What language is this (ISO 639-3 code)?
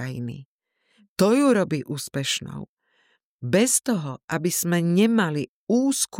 slk